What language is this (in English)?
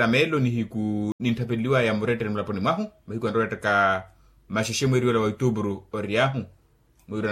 Makhuwa